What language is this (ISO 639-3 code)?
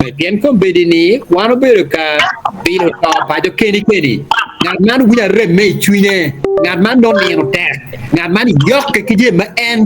ach